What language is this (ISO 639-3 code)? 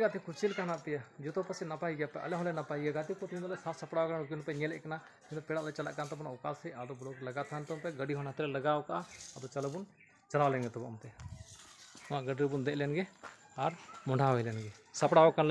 sat